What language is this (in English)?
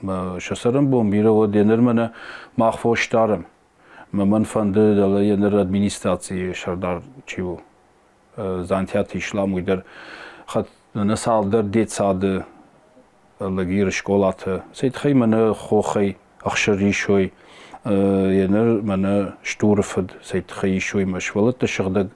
Ossetic